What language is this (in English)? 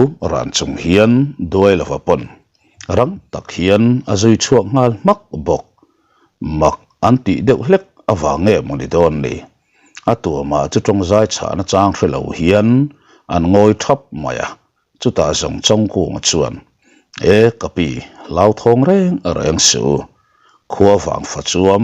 Mizo